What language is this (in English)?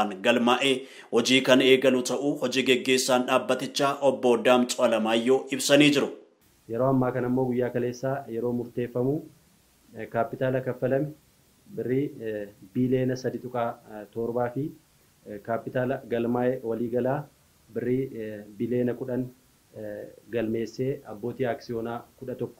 Oromo